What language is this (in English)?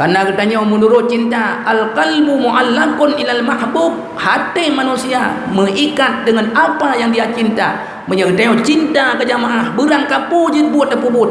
Achinese